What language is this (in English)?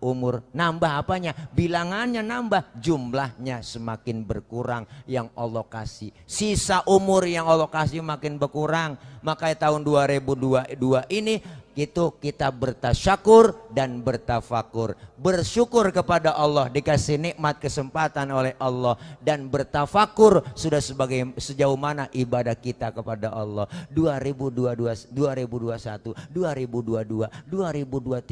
Betawi